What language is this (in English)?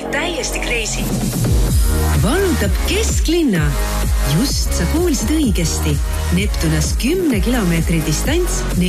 Estonian